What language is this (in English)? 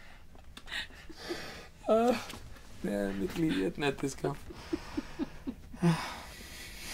Norwegian